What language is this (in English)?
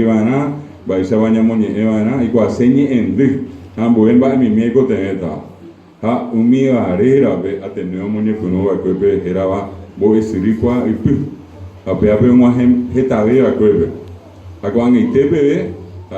Guarani